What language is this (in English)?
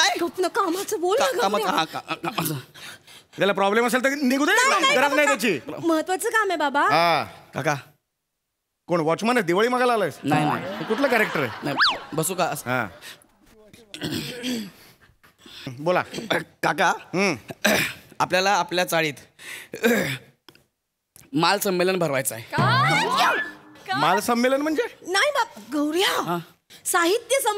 Marathi